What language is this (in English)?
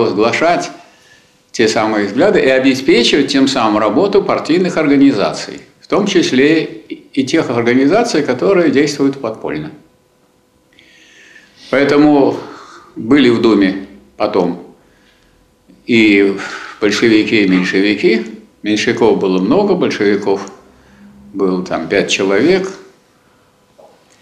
Russian